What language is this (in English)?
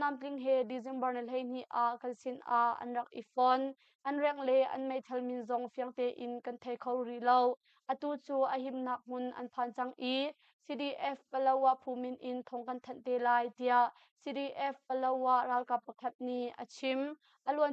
Hakha Chin